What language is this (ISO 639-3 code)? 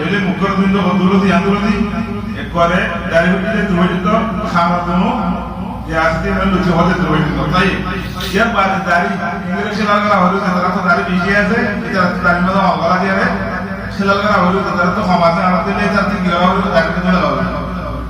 rhg